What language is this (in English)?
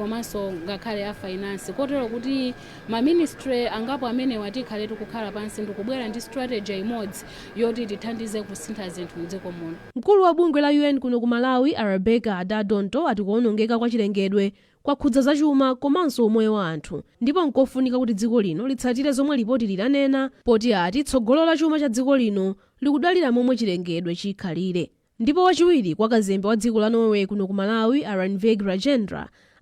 Nyanja